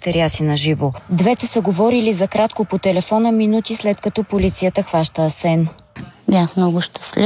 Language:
Bulgarian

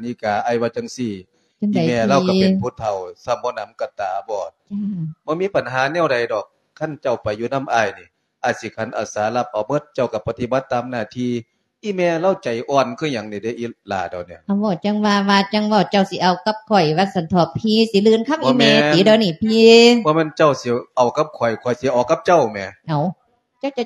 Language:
Lao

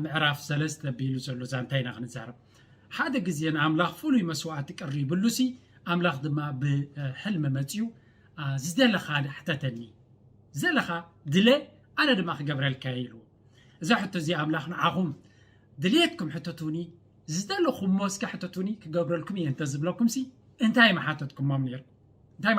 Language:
Tigrinya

